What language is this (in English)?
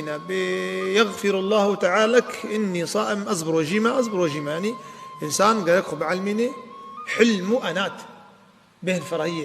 Kurdish